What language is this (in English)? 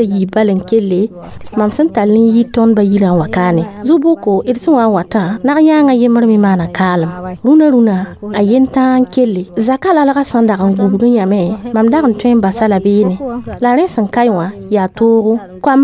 Mossi